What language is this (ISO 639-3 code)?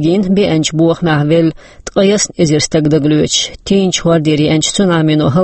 che